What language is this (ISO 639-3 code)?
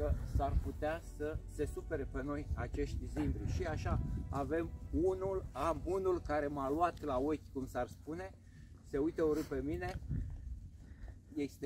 ron